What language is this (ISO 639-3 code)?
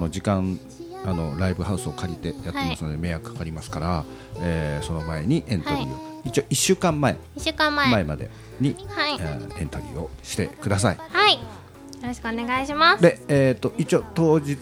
jpn